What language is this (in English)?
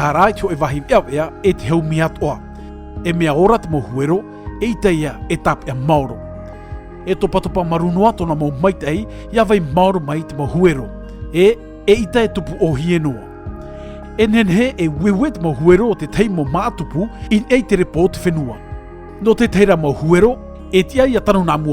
Tahitian